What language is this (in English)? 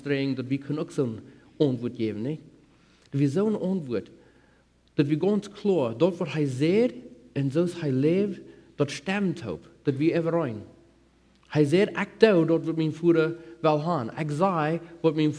Plautdietsch